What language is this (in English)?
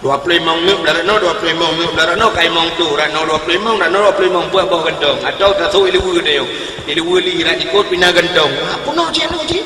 Achinese